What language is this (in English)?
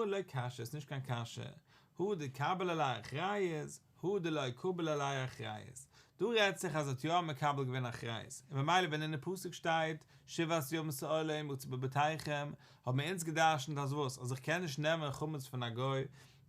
Yiddish